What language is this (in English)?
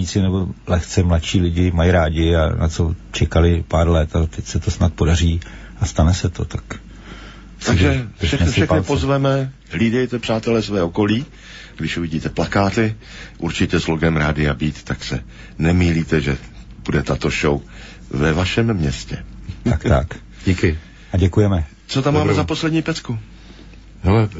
Czech